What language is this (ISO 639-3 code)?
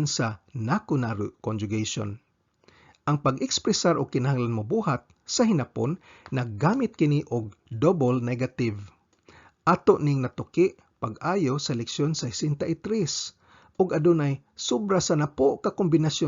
ceb